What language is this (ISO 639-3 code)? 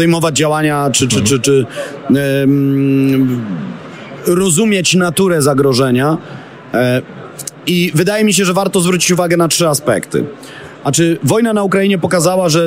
pol